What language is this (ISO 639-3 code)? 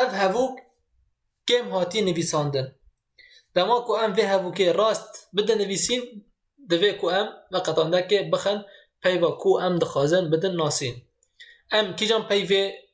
kur